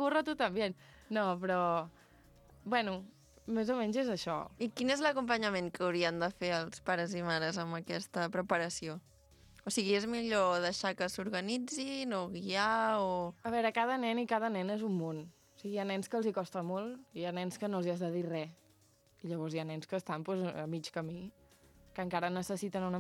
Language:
Catalan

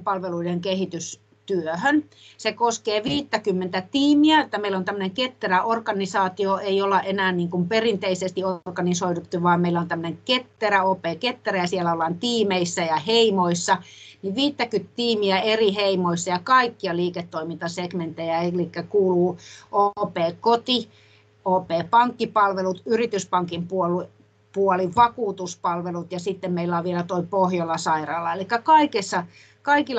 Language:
Finnish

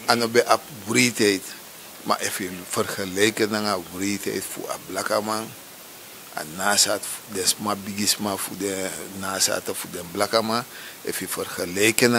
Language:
Sranan Tongo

